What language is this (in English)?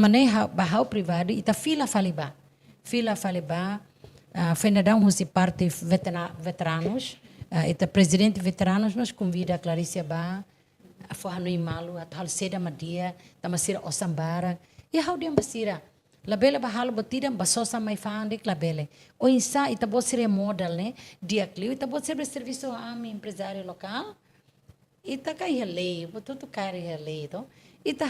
Tetum